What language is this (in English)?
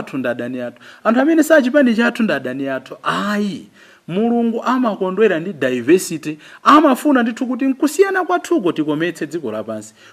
Nyanja